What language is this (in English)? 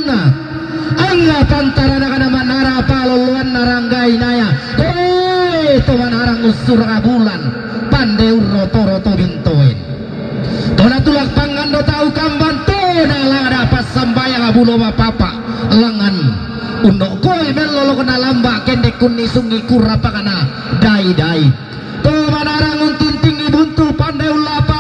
Toraja-Sa'dan